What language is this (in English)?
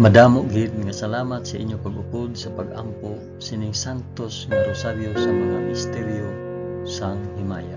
Hiligaynon